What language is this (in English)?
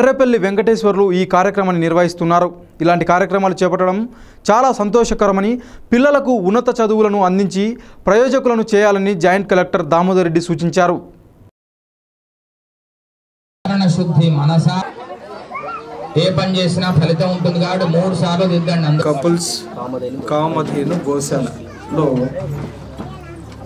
Telugu